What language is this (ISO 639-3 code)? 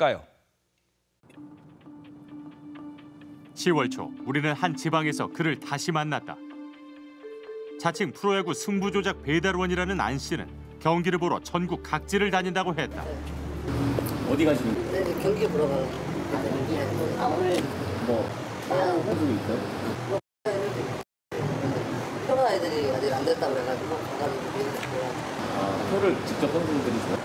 kor